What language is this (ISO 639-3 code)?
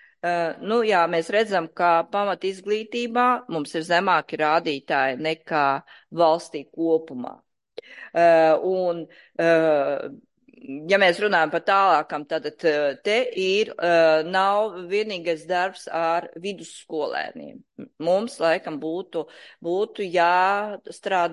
lav